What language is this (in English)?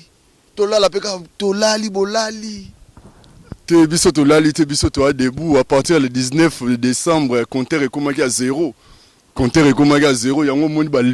Lingala